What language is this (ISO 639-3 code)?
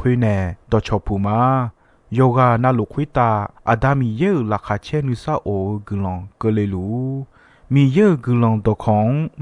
ahk